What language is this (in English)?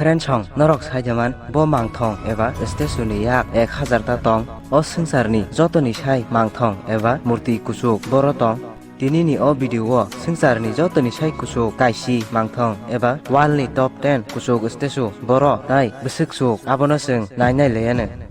Kok Borok